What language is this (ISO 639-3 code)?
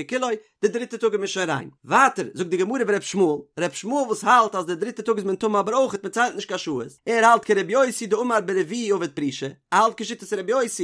yid